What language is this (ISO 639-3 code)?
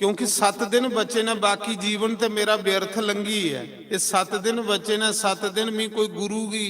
doi